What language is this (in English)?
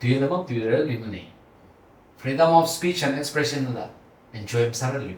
Tangkhul Naga (India)